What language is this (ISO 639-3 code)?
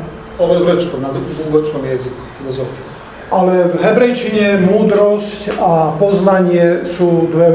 slk